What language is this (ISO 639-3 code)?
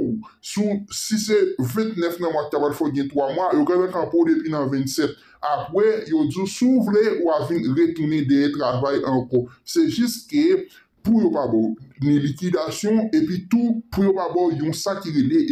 hat